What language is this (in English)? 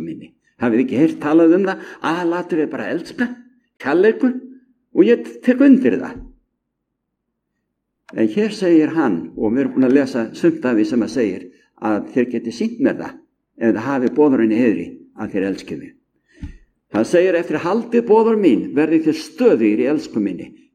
Icelandic